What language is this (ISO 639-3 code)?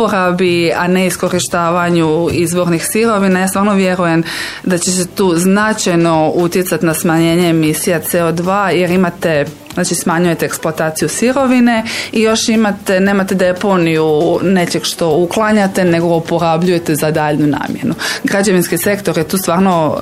hrv